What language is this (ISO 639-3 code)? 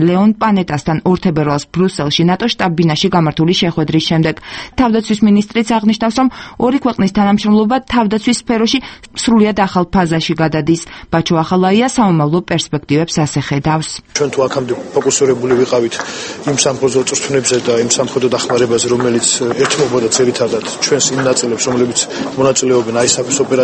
kat